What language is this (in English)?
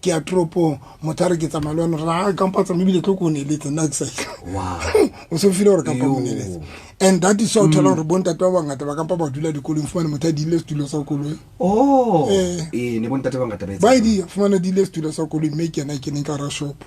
Southern Sotho